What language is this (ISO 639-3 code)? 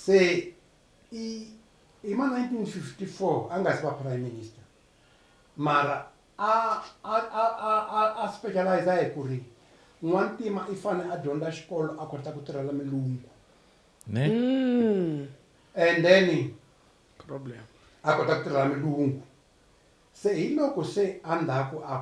tso